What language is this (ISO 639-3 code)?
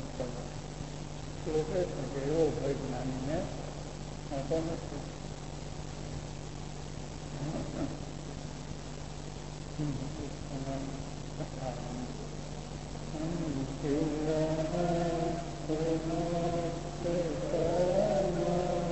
guj